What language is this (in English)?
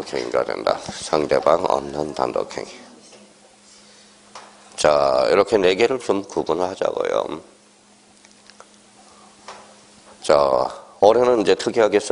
Korean